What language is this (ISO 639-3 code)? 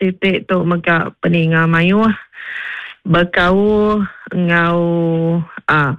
iba